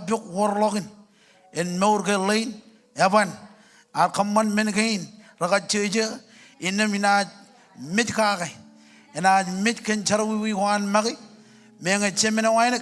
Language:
Marshallese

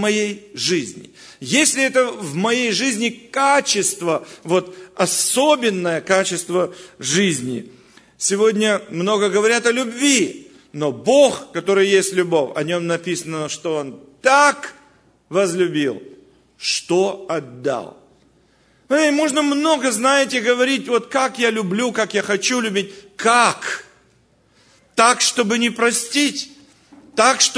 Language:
Russian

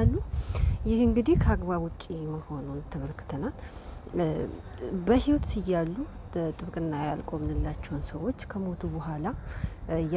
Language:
Amharic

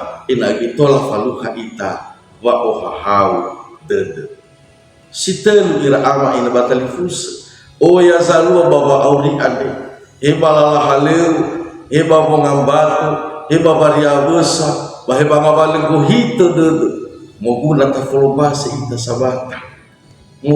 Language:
Nias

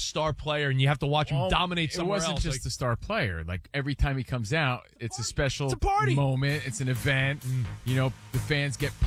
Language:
English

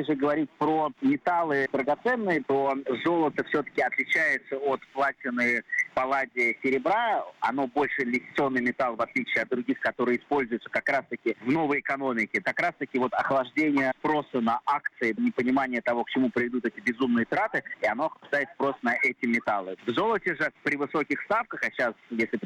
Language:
Russian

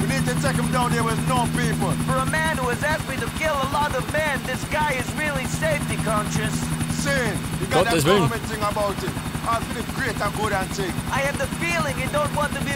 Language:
Bavarian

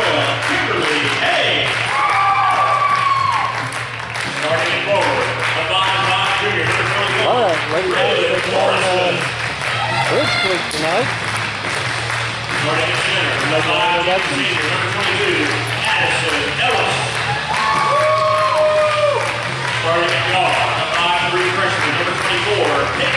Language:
English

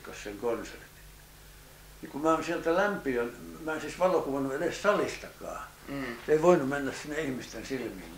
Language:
Finnish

